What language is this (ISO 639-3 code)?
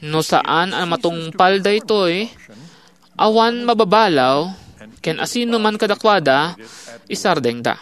ilo